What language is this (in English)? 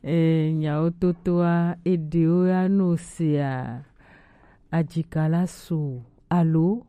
Gen